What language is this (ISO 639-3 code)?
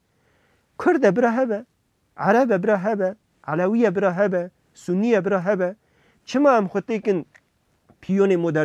kur